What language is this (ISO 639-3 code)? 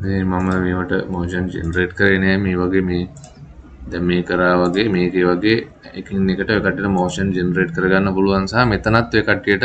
sin